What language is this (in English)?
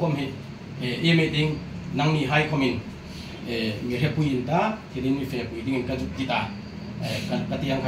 Hmar